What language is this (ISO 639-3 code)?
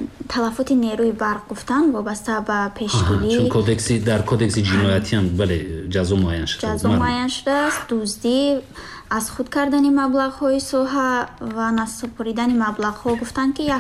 tgk